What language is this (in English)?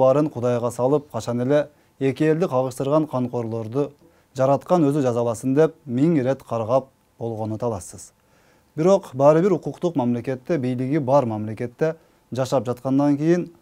Kyrgyz